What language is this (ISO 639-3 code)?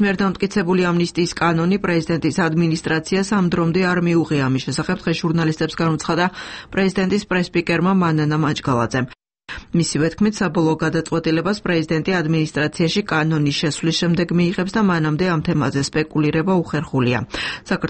kat